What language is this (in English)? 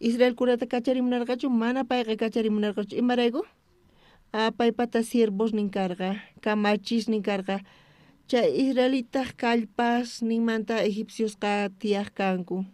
South Bolivian Quechua